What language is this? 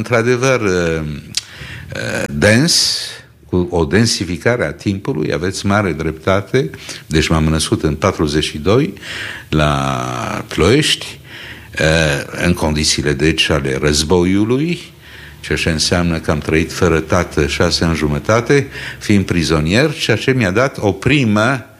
Romanian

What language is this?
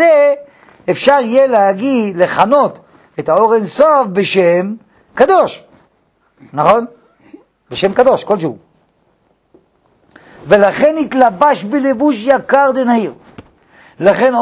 Hebrew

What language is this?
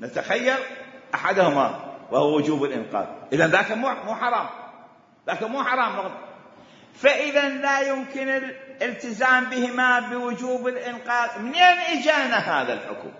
Mesopotamian Arabic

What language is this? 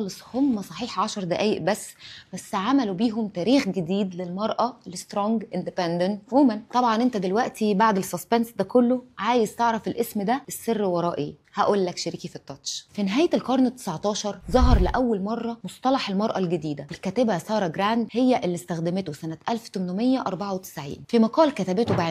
Egyptian Arabic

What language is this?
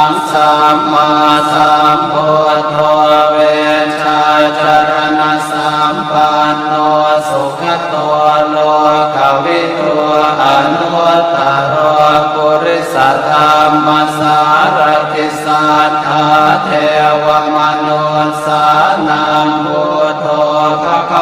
Pali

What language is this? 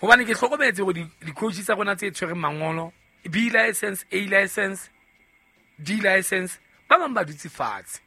Southern Sotho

